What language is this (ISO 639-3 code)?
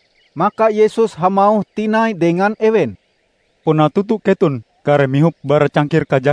nij